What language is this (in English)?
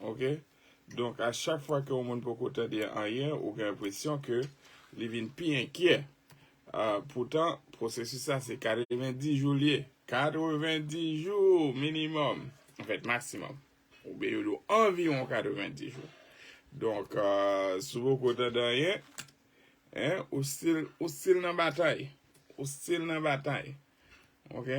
Haitian Creole